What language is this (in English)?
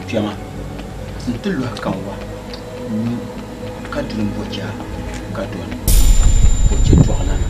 Dagbani